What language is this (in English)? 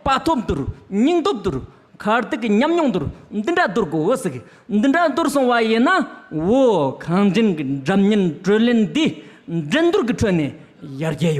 Tibetan